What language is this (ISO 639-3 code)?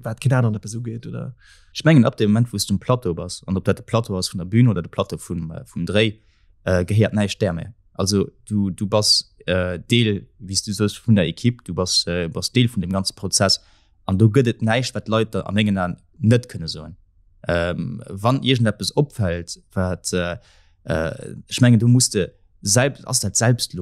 ltz